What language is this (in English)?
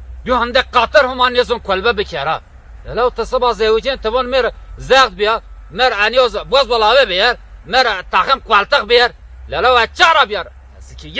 Zaza